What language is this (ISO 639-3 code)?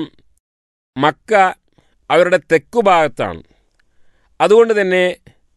mal